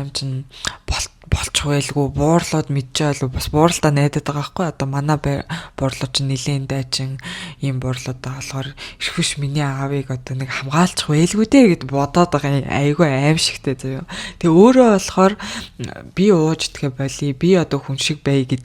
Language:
Mongolian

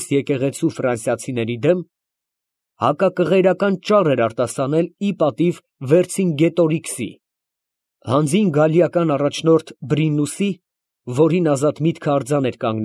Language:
Armenian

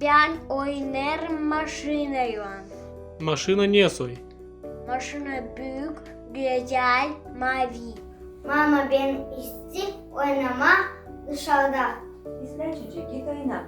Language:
Gagauz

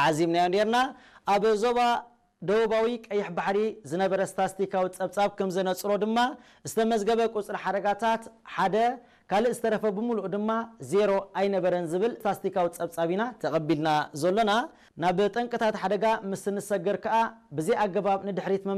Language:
Tigrinya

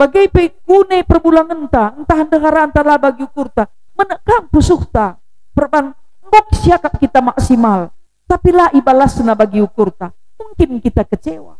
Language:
Batak Karo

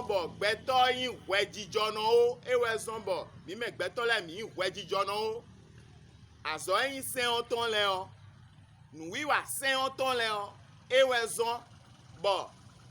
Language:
Fon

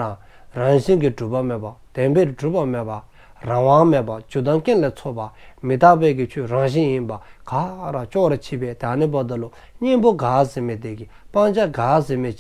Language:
Dzongkha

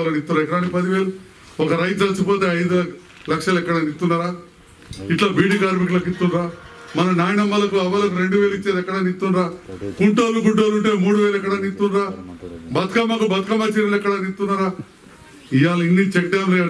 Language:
Telugu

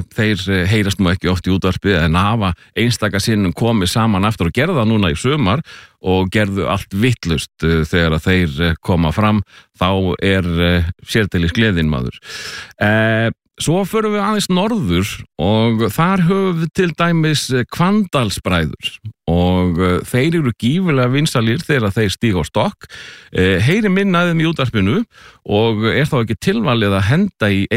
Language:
Icelandic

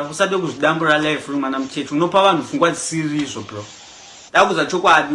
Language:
Shona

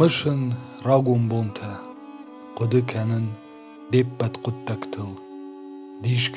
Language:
Ossetic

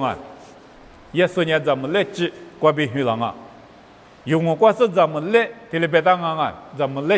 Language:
Lisu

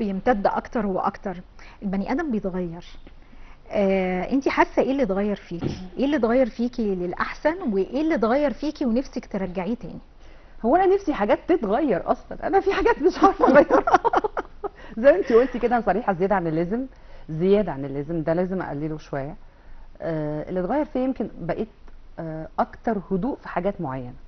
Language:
Egyptian Arabic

